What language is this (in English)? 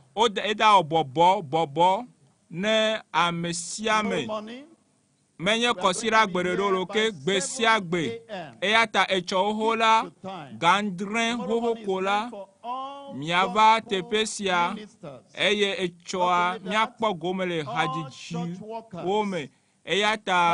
Ewe